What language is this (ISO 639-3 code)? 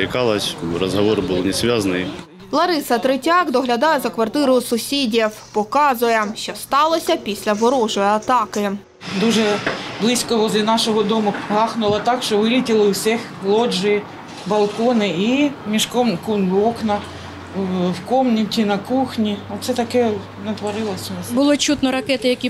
ukr